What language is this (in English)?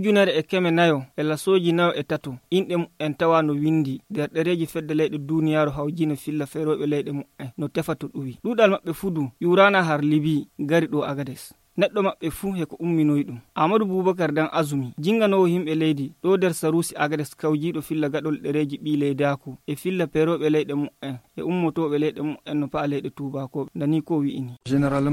Fula